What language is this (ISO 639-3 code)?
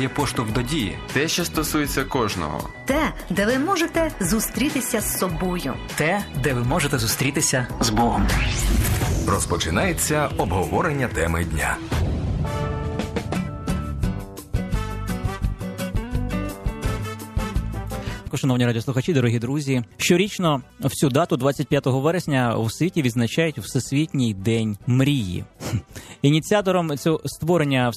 ukr